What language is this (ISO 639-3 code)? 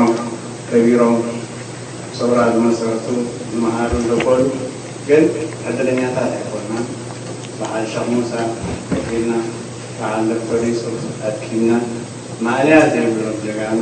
tir